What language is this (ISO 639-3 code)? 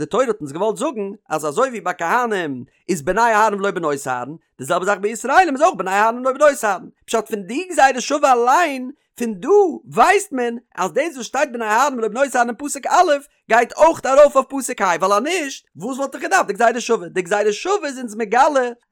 yid